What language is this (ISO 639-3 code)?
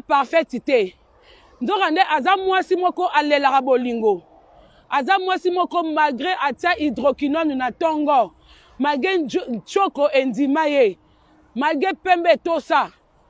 lin